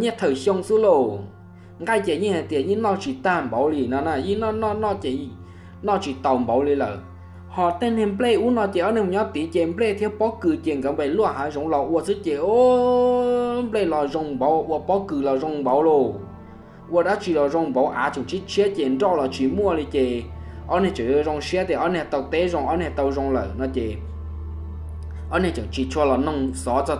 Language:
Vietnamese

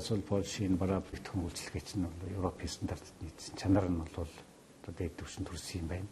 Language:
Mongolian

